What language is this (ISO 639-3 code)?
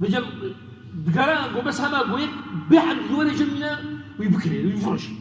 kur